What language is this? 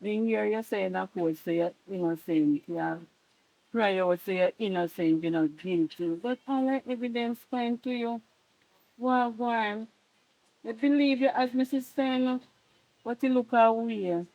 Jamaican Creole English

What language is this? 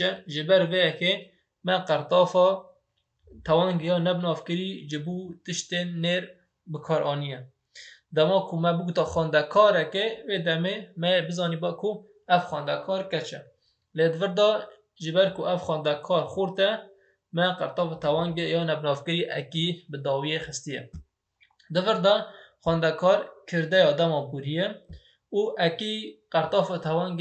Kurdish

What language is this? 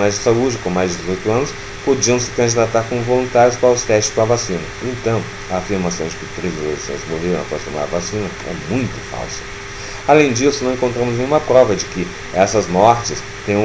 Portuguese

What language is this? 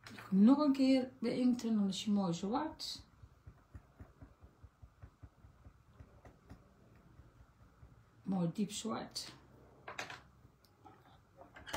Dutch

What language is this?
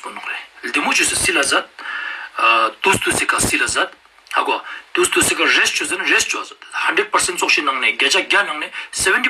Ladakhi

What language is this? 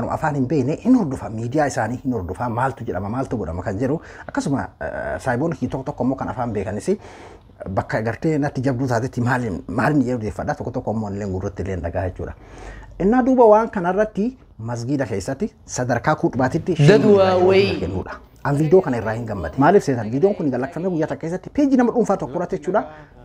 Oromo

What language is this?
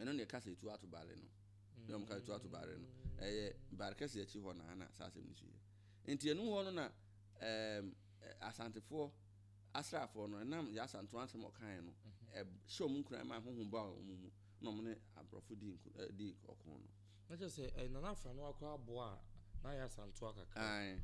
Akan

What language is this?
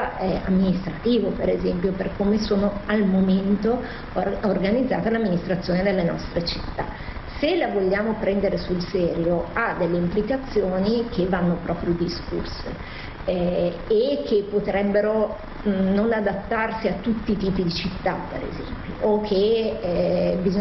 Italian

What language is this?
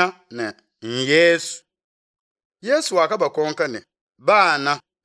Luba-Lulua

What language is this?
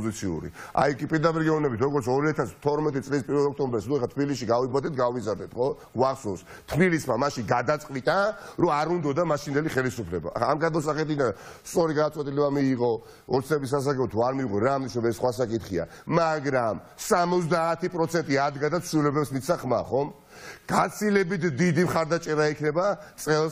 Georgian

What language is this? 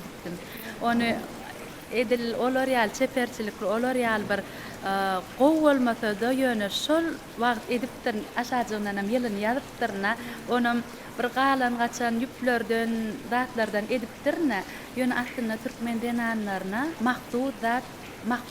Turkmen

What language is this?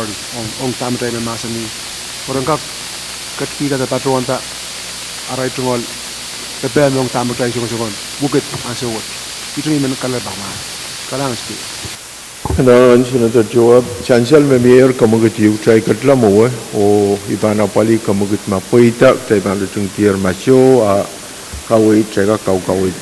Pohnpeian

